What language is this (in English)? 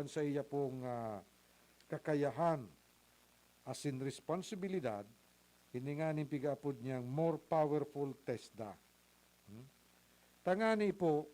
Bikol